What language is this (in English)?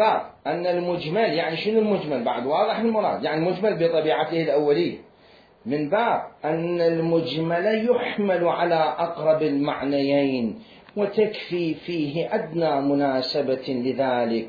Mesopotamian Arabic